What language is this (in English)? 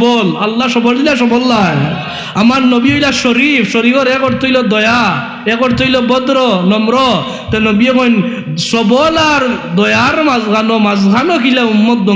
Sylheti